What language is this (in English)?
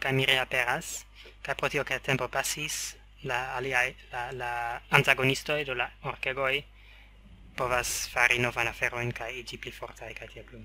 Esperanto